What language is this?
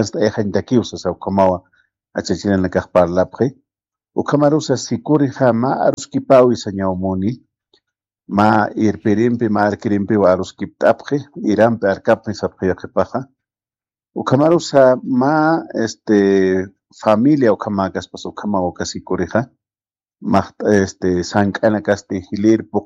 Aymara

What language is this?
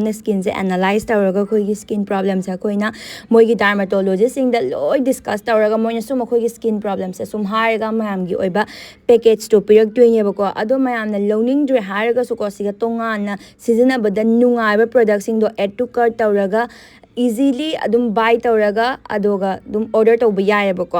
Manipuri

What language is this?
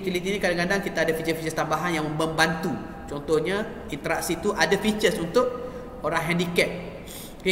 Malay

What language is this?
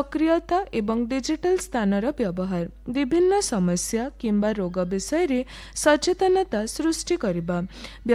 Odia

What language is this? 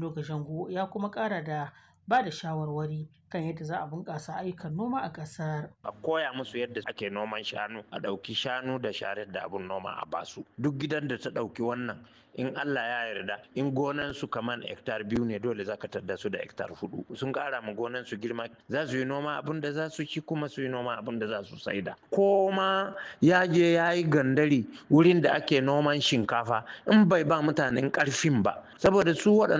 Hausa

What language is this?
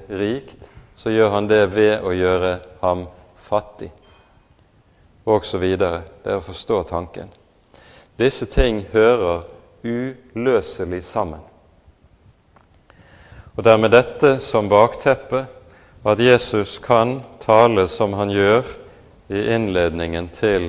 Norwegian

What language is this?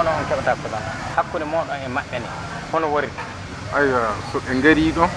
Fula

